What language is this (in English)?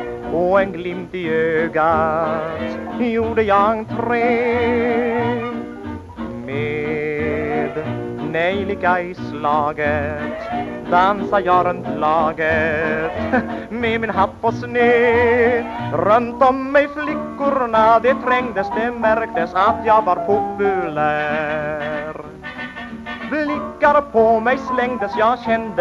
Swedish